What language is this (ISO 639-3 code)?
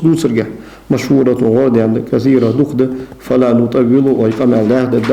inh